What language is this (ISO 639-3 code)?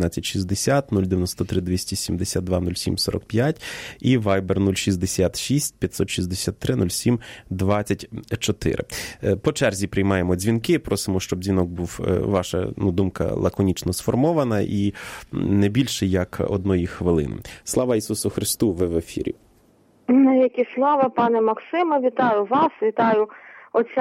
ukr